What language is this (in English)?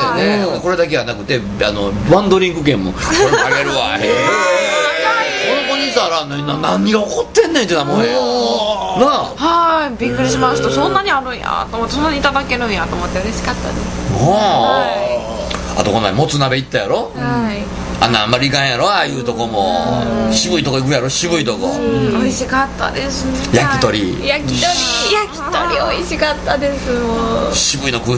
Japanese